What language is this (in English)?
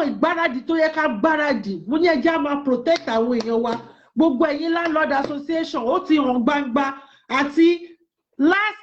Yoruba